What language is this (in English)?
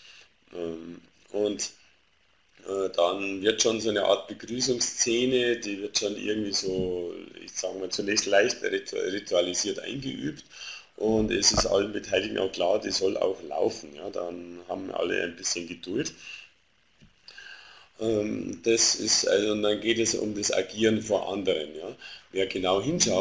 German